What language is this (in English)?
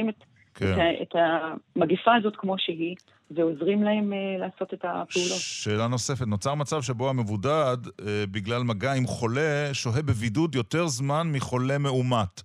Hebrew